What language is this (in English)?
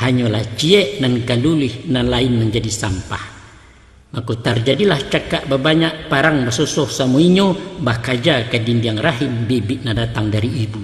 Minangkabau